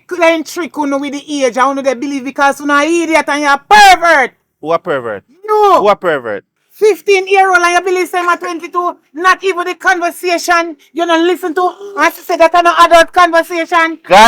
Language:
Jamaican Creole English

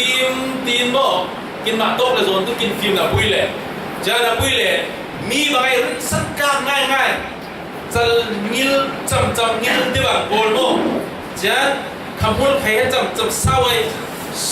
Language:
Falam Chin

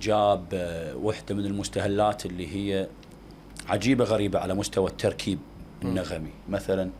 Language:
Mesopotamian Arabic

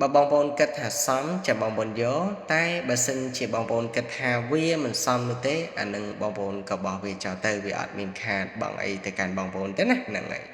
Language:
Khmer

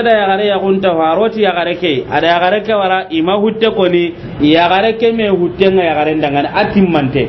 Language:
Soninke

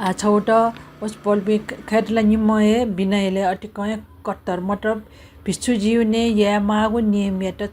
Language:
Newari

